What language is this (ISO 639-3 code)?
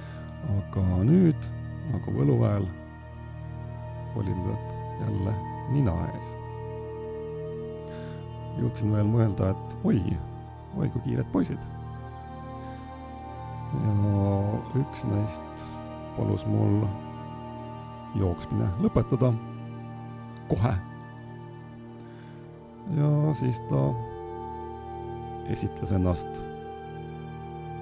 est